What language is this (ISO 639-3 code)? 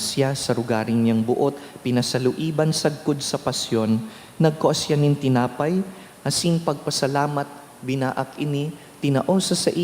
bik